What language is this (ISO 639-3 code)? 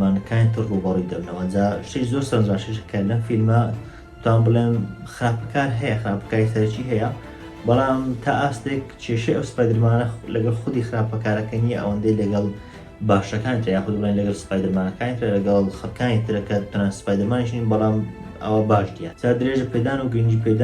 ckb